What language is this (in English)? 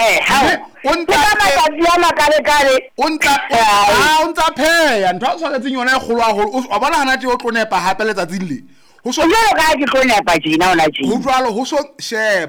Southern Sotho